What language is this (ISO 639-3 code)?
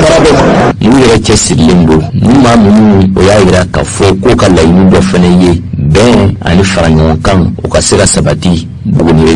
bam